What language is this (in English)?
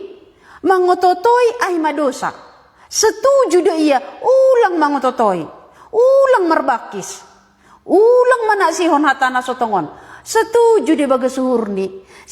Batak Simalungun